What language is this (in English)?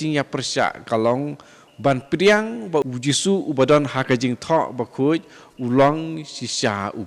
Khasi